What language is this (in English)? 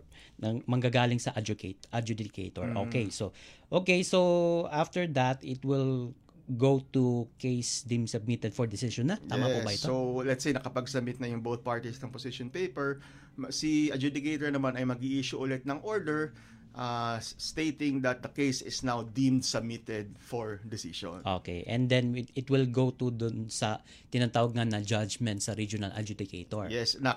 Filipino